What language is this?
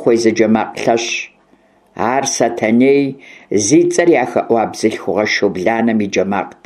Kabardian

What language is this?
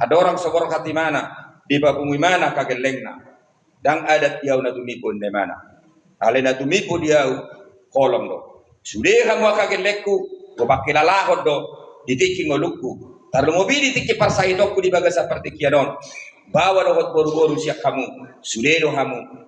Batak Toba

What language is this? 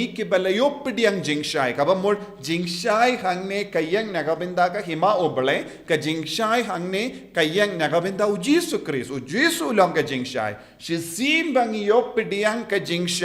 Khasi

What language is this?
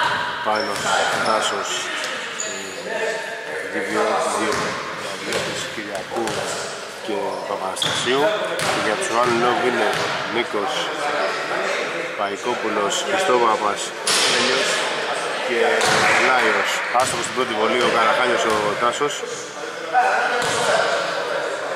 Greek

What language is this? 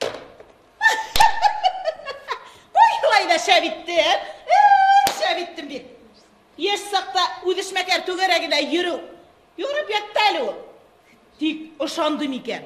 Bashkir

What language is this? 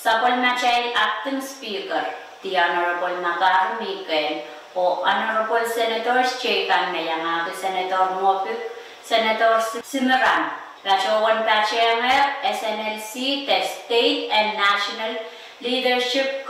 Pohnpeian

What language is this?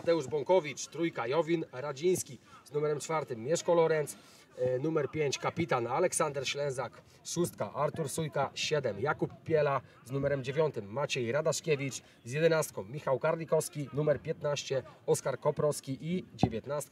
Polish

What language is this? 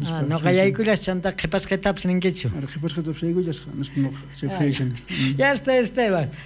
South Bolivian Quechua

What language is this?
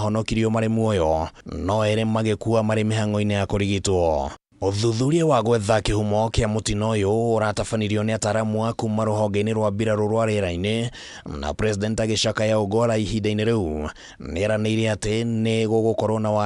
Kikuyu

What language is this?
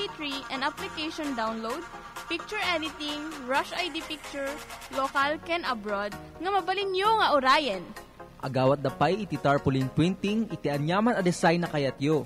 Iloko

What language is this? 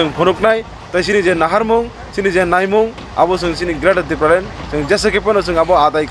Kok Borok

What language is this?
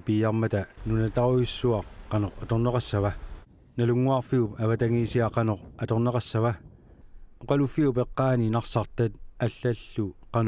Kalaallisut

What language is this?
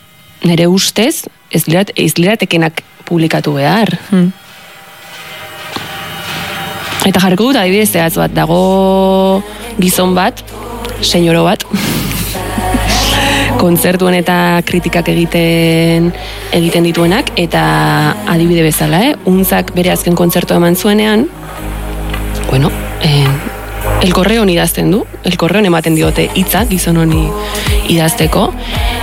Basque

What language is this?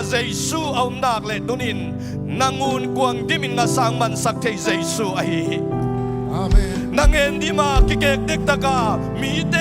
Tedim Chin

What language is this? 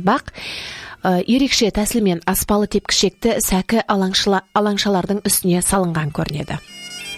Kazakh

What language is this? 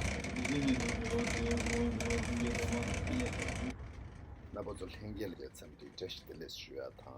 Tibetan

